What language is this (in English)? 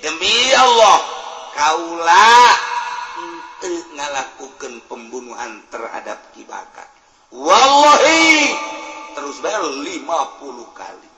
Sundanese